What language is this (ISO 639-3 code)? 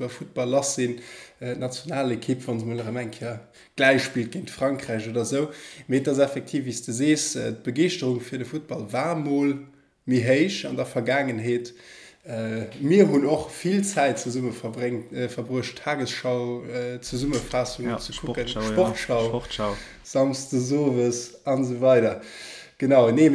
ltz